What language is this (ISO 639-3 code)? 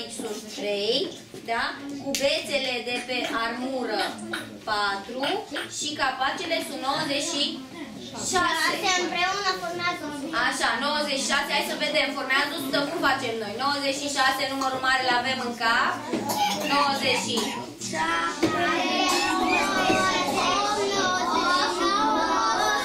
ron